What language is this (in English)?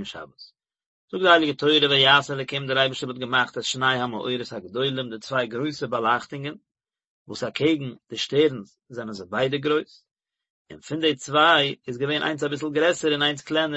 Yiddish